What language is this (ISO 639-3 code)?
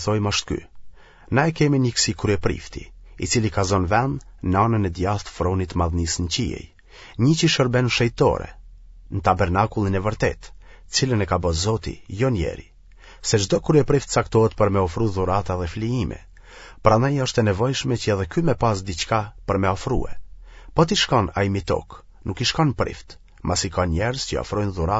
sqi